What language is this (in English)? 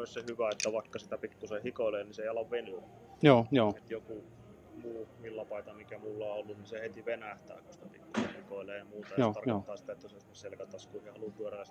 Finnish